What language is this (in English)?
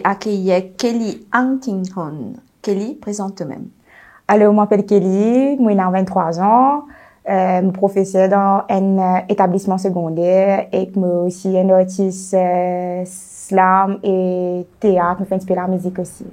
Morisyen